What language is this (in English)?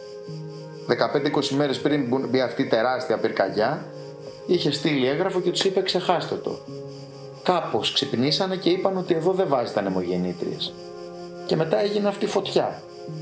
Greek